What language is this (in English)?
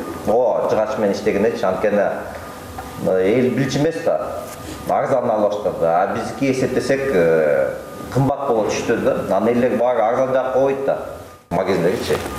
Kyrgyz